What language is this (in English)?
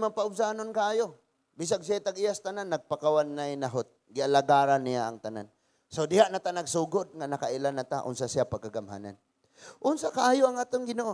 Cebuano